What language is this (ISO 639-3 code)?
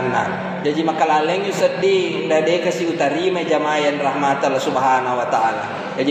bug